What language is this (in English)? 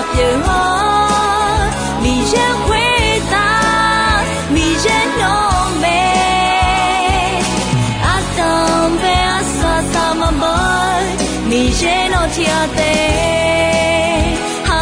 Akha